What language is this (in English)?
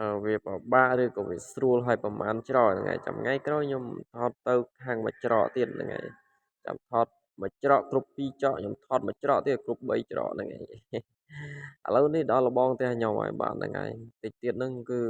Khmer